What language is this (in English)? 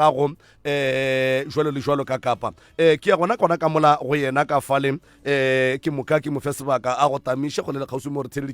Northern Sotho